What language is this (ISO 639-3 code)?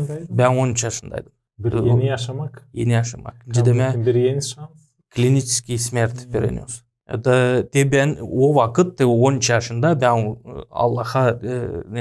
gag